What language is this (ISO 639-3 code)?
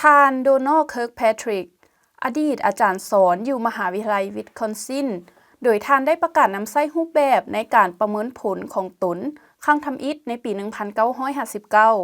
lao